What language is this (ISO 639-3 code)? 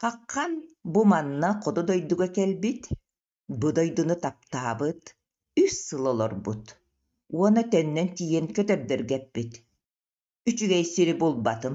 sah